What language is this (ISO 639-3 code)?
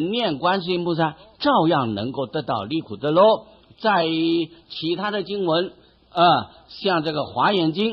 zho